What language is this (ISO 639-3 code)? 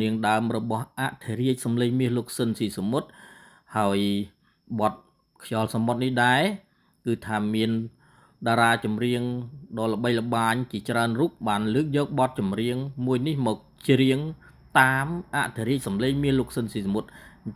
khm